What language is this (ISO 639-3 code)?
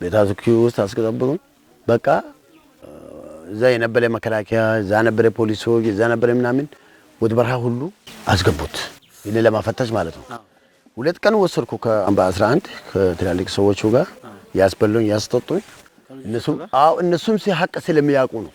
amh